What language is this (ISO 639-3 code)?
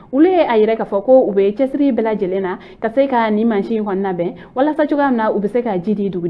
bam